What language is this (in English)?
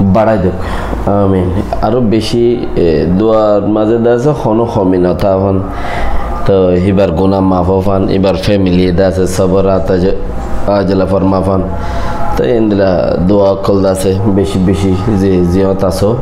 Rohingya